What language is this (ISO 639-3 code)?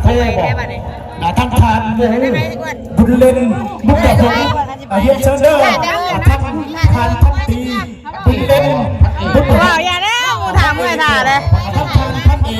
tts